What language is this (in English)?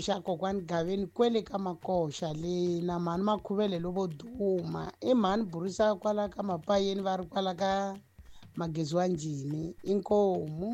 Tsonga